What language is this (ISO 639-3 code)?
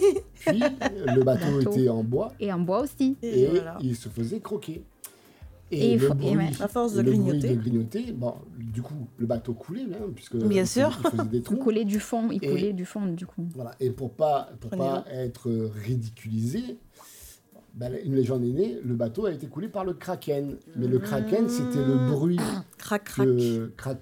fra